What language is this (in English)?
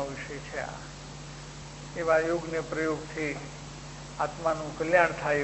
Gujarati